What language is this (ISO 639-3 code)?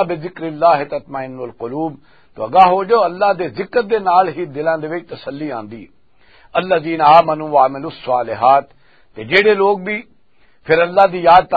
lah